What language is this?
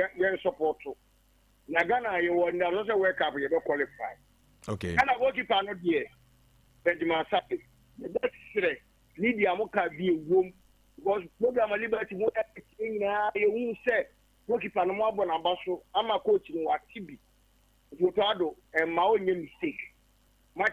Akan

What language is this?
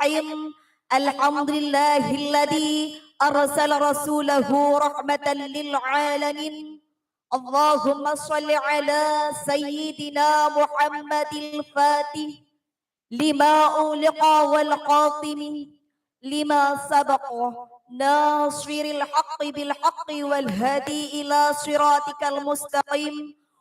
Madurese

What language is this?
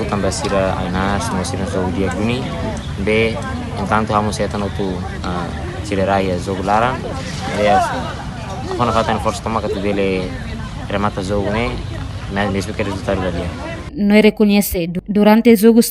Tetum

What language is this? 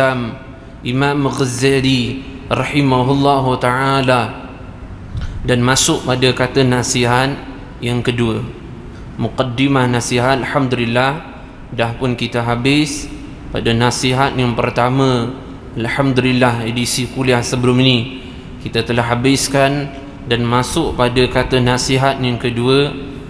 Malay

